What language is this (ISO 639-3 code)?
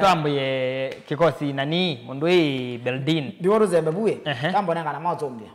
kam